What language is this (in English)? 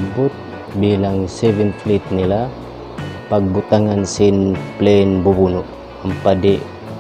Tausug